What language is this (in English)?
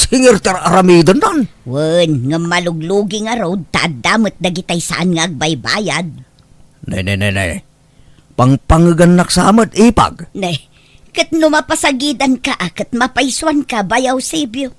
Iloko